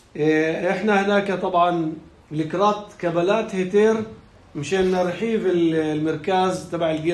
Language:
North Levantine Arabic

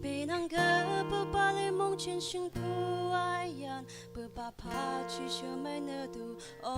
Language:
Naga Pidgin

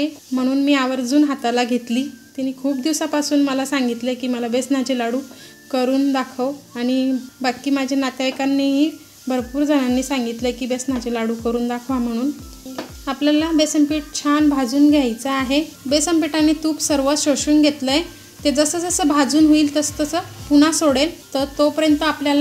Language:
Marathi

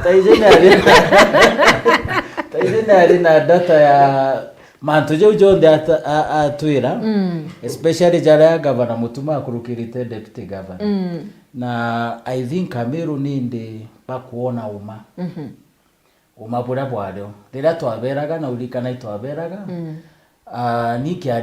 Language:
Meru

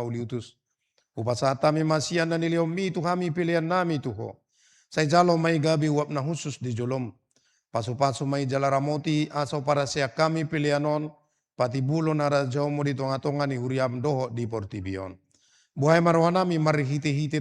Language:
Batak Toba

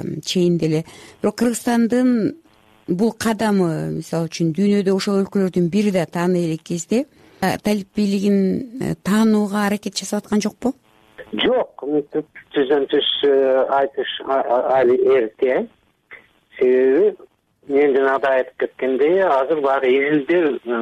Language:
Kyrgyz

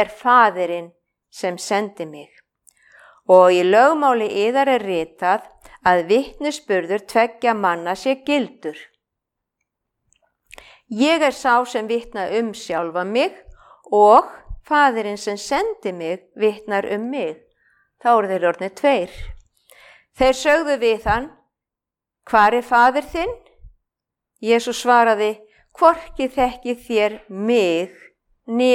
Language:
Icelandic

